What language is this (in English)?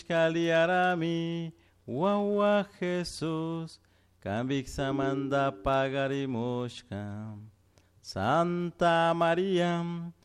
Chimborazo Highland Quichua